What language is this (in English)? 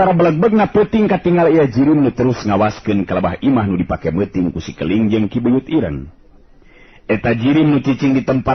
Sundanese